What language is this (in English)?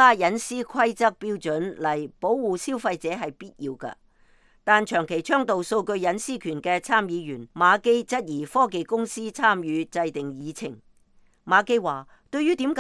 Cantonese